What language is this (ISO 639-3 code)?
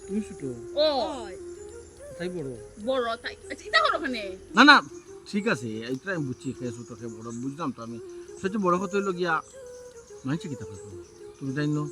syl